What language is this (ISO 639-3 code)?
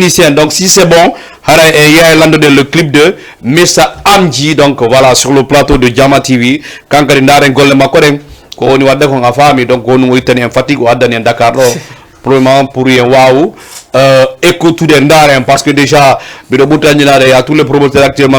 ful